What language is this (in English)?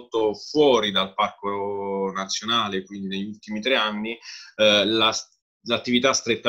Italian